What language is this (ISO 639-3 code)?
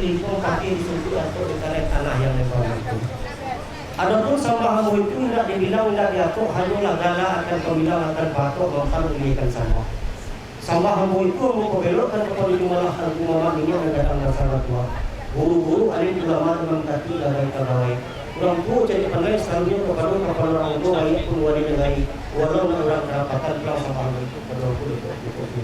min